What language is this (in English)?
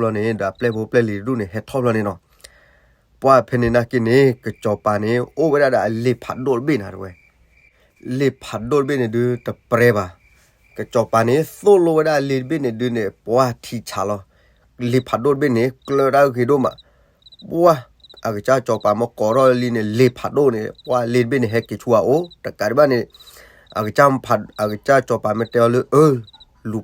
S'gaw Karen